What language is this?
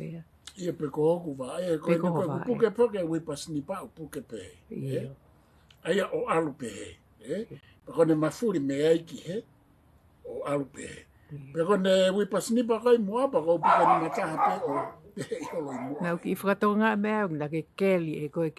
Tongan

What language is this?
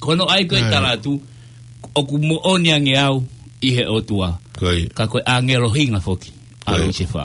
Tongan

